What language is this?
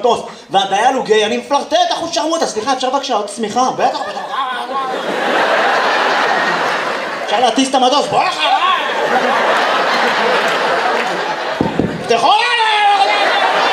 Hebrew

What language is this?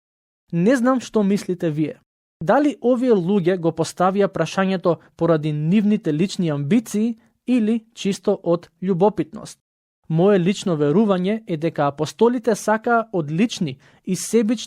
Macedonian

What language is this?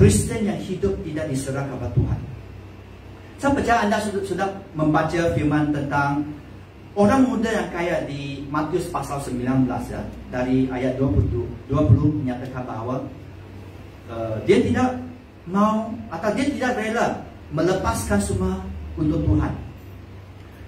Malay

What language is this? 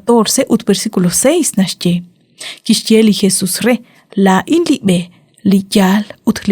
Kekchí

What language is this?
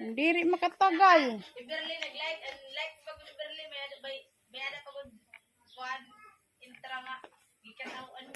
Waray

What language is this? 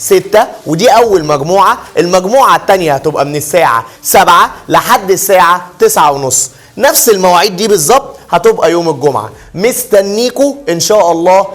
Egyptian Arabic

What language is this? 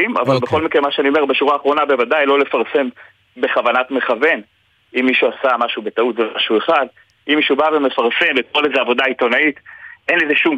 Hebrew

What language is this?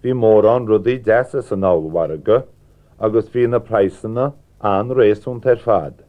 Irish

